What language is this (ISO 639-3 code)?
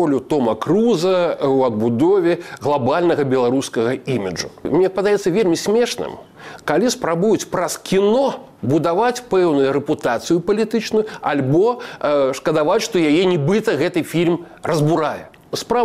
bel